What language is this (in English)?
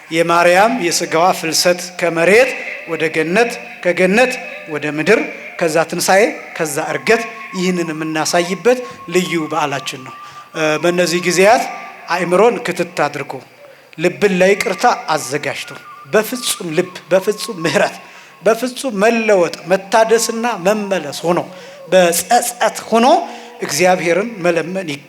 Amharic